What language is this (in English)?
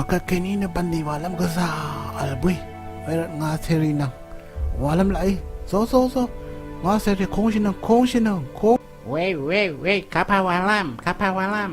Rawang